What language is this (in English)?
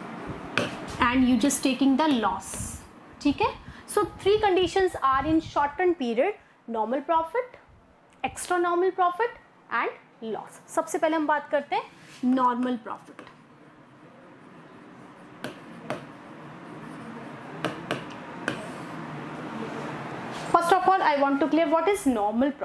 Hindi